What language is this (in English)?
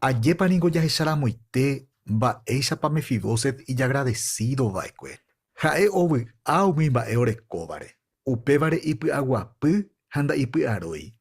Guarani